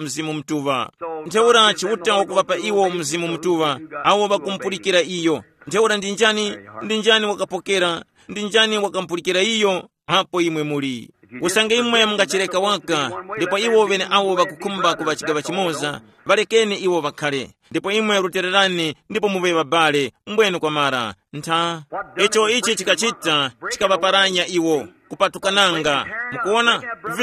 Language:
Tumbuka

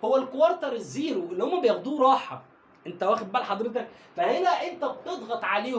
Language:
Egyptian Arabic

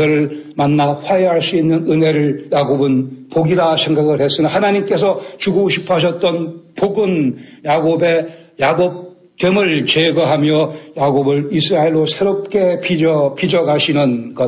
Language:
Korean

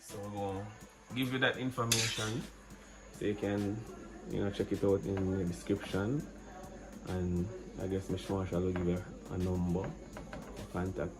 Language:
Jamaican Creole English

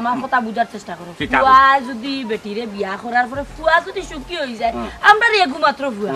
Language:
Sylheti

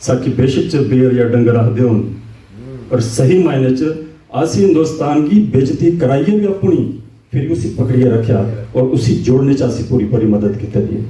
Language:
Dogri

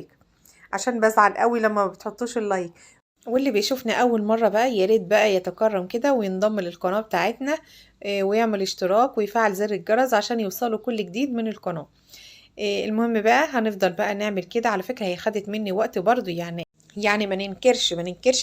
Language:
Egyptian Arabic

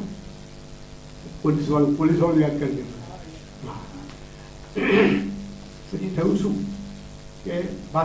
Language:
Gujarati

